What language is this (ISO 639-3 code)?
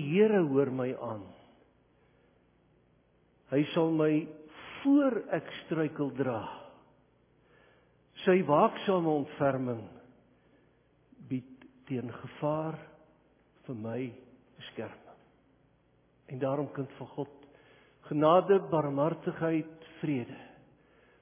afr